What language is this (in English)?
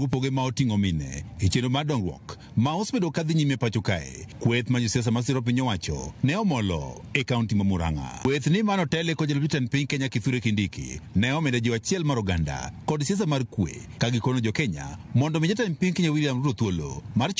Luo (Kenya and Tanzania)